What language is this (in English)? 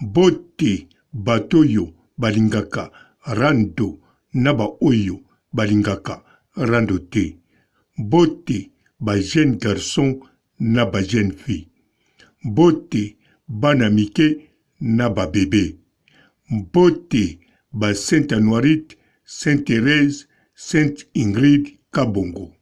Lingala